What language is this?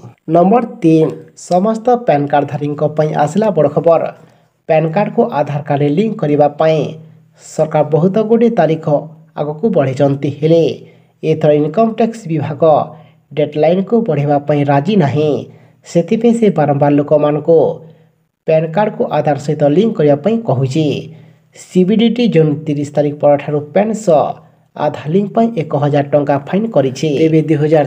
Odia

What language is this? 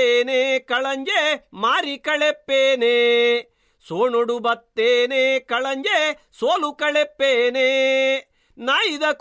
Tulu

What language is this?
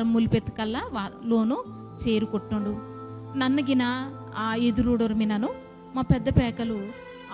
Koya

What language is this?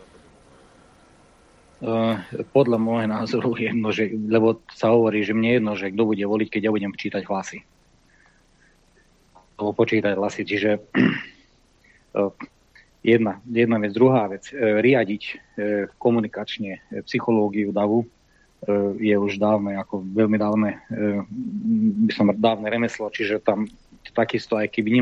Slovak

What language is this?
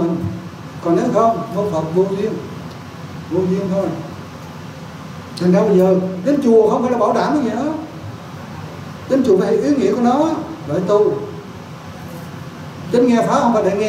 Vietnamese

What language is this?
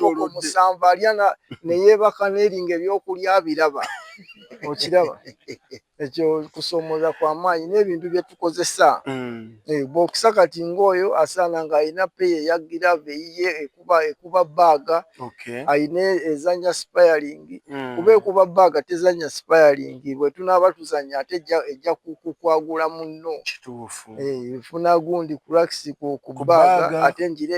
Ganda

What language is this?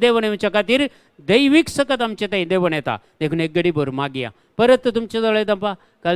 Konkani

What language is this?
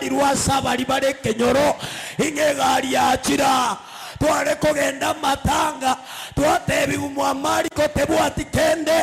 Gusii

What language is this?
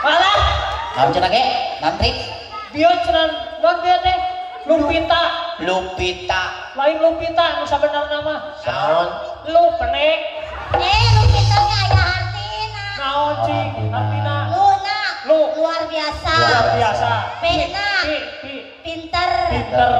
Sundanese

